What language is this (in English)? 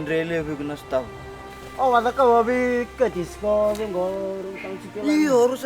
Fijian